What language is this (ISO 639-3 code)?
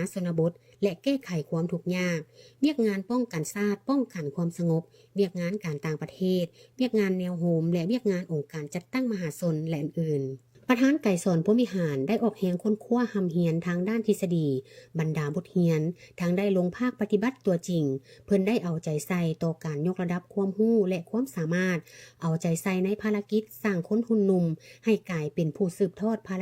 lao